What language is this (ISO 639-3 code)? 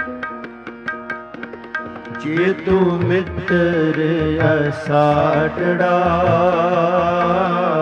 pan